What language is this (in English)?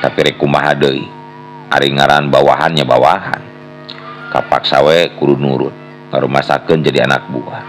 Sundanese